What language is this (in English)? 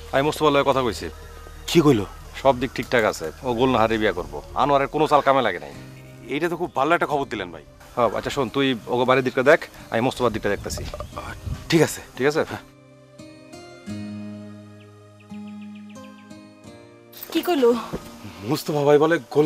Bangla